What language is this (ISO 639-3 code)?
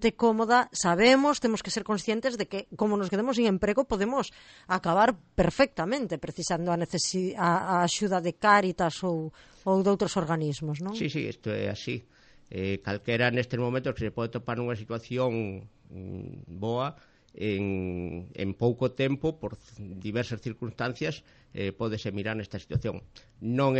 glg